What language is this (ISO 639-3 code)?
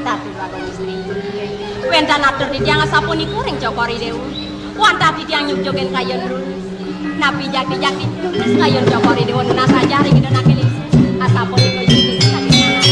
ban